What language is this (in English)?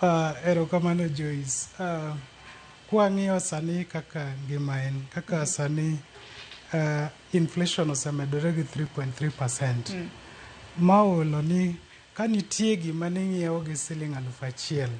Luo (Kenya and Tanzania)